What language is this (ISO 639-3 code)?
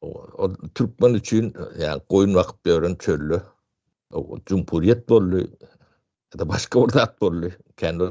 tuk